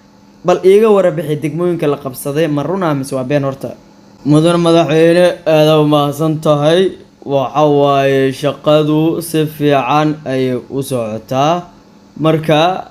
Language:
Somali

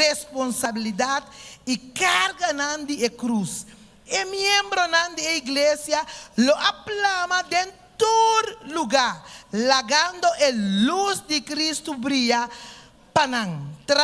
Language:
Papiamento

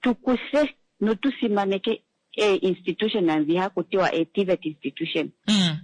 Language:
Kuanyama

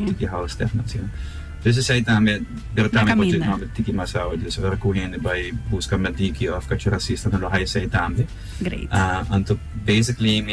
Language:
Papiamento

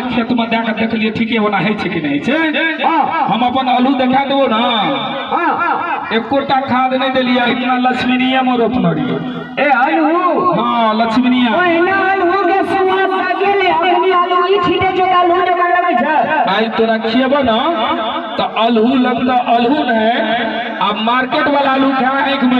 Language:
Maithili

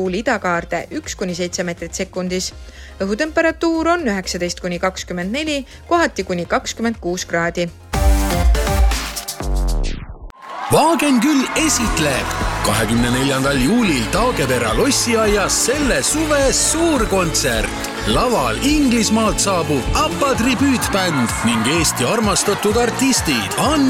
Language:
Estonian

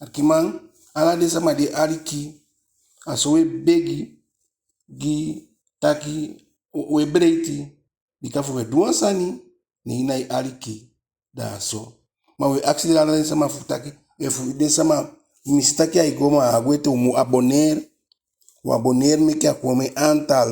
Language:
Eastern Maroon Creole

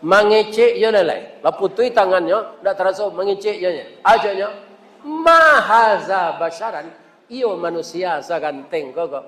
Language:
Minangkabau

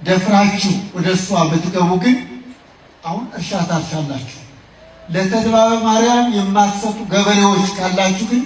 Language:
Amharic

